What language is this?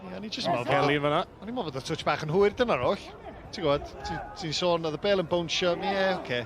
Welsh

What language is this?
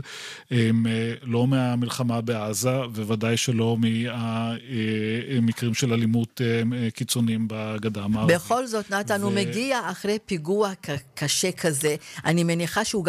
Hebrew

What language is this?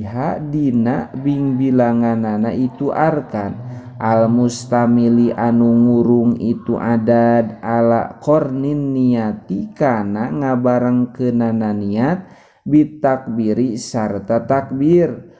Sundanese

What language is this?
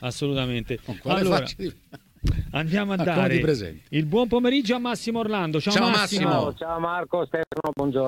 Italian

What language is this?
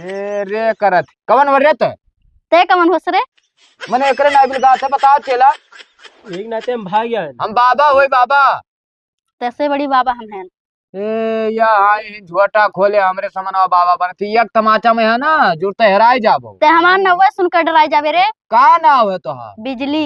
Awadhi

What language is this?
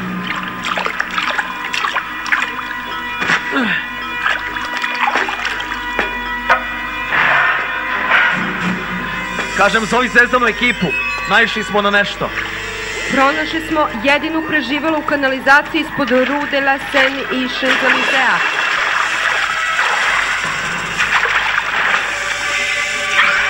Serbian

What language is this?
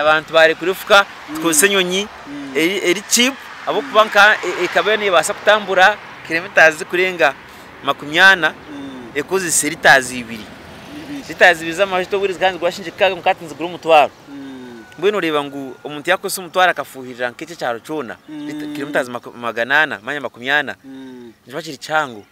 Nyankole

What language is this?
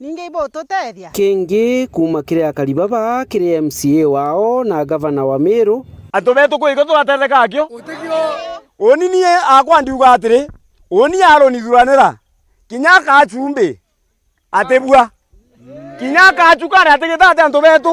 Meru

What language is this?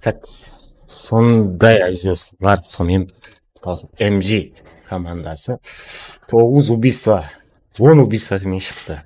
Kara-Kalpak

